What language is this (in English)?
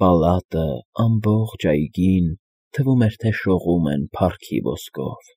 Armenian